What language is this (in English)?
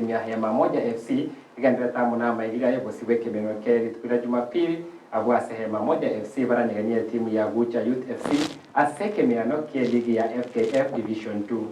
Gusii